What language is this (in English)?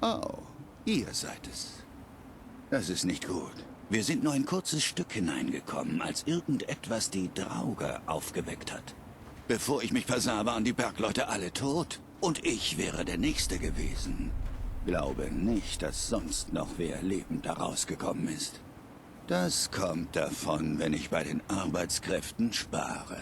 Bavarian